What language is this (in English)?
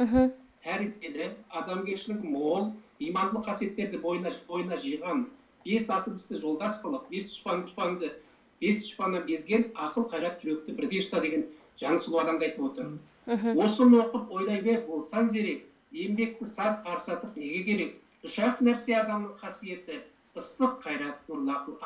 Kazakh